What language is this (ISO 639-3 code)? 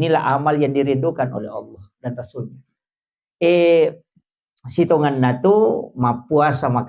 bug